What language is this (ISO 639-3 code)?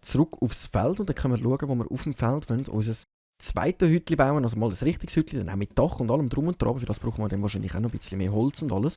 gsw